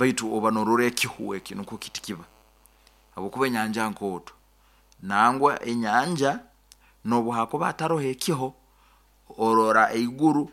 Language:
Nyoro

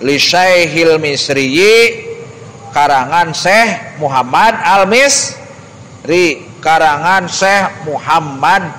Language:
Sundanese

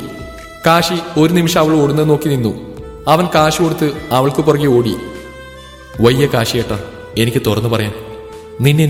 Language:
Malayalam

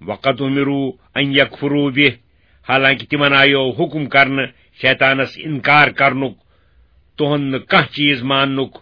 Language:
Kashmiri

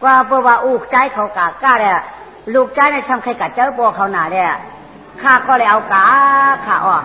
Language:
Shan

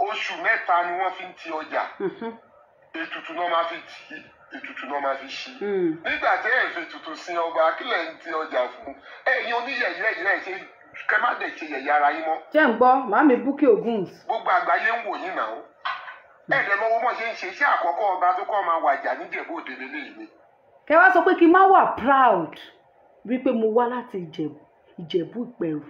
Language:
Yoruba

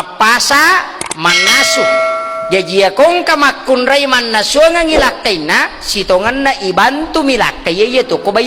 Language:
Buginese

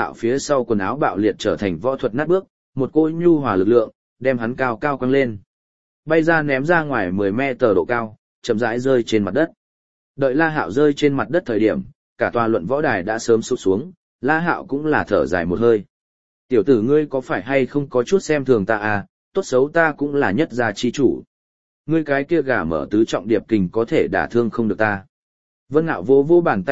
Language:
Vietnamese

